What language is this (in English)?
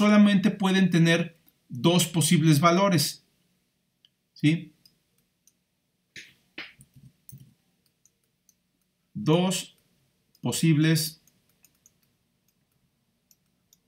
Spanish